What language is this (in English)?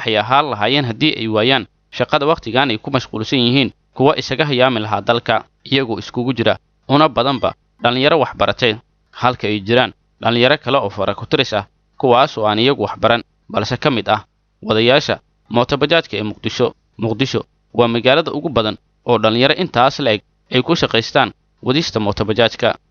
Somali